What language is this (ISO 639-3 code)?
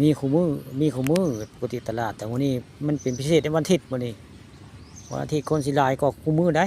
tts